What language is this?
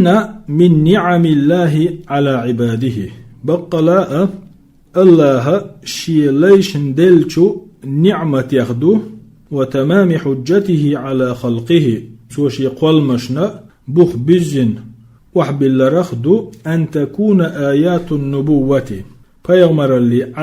Chechen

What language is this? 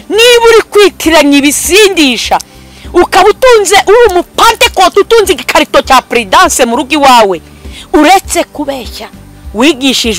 Kinyarwanda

